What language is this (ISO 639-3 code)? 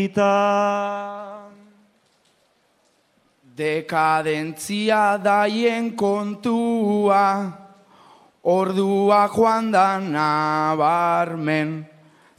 eus